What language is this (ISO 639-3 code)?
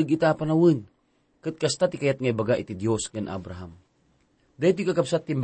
ilo